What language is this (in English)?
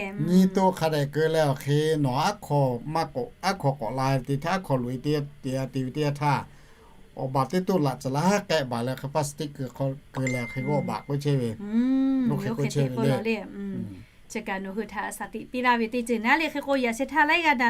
Lahu